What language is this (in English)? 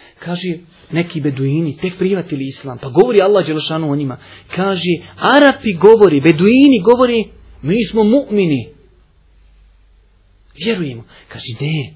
Bosnian